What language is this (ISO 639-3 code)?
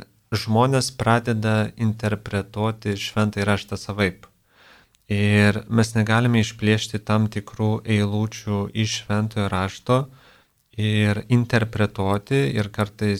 lit